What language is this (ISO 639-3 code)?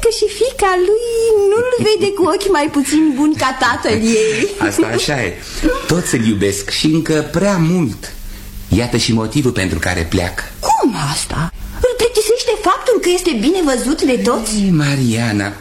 ron